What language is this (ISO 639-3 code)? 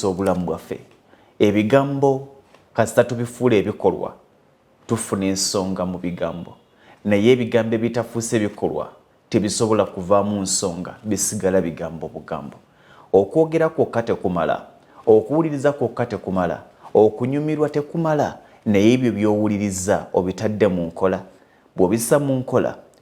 lug